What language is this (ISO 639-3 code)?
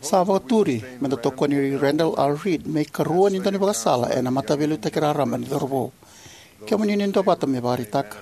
fij